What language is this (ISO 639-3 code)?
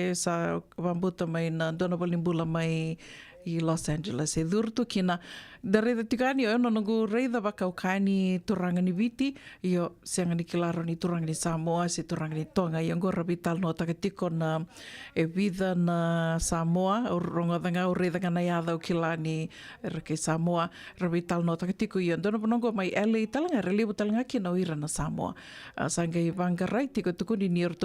fij